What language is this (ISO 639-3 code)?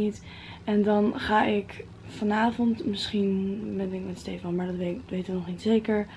nld